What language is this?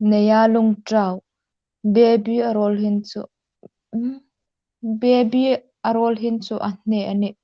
Hmar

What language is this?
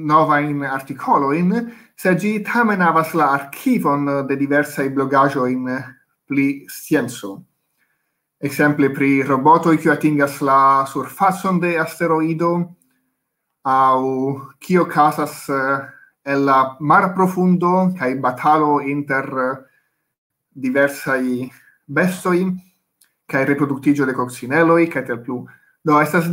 Esperanto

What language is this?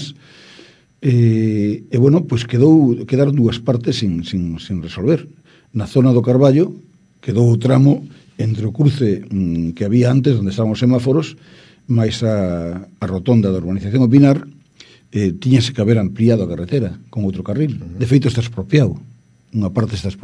Galician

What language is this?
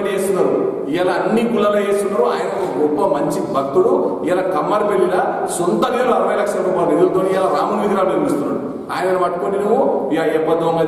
Telugu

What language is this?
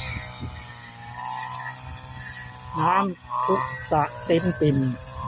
Lao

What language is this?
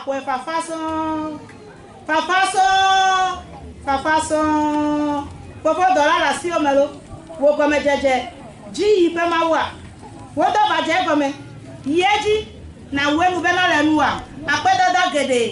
Ewe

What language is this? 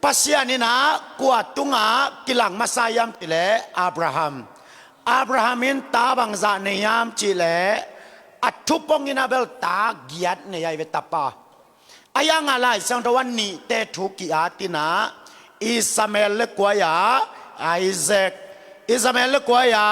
Tedim Chin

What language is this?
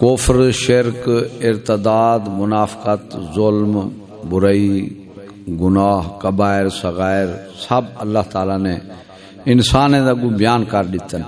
Saraiki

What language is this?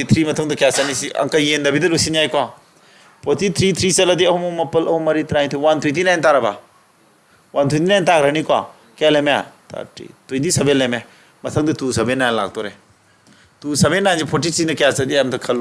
Manipuri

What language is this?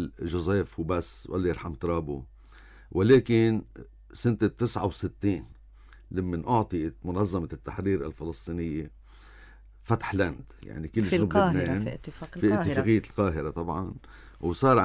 North Levantine Arabic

